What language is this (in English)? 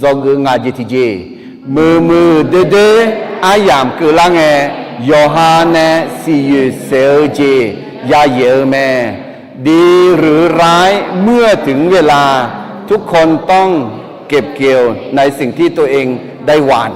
Akha